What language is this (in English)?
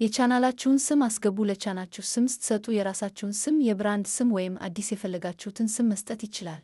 Amharic